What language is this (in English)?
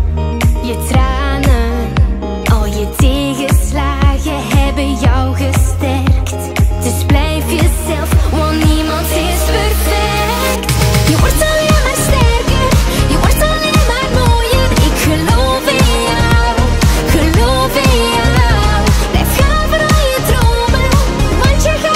Dutch